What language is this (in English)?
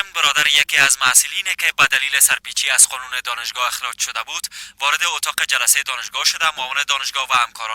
Persian